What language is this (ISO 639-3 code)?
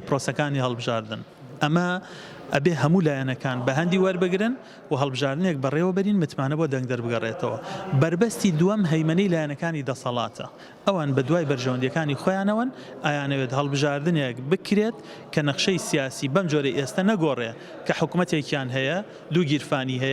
ckb